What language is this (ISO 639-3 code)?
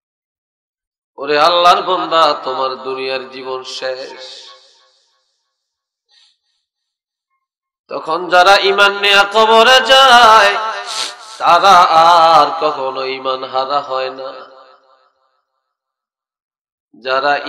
ben